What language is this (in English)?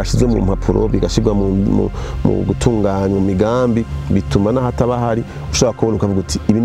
Rundi